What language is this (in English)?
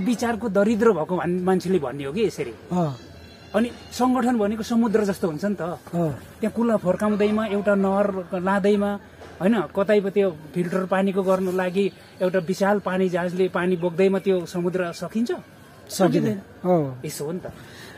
Nepali